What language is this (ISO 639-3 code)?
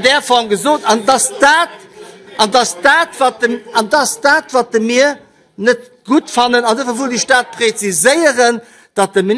ltz